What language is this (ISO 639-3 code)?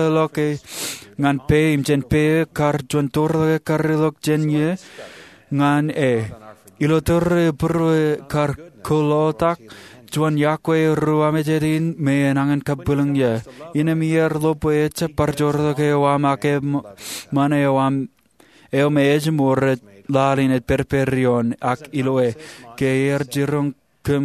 mah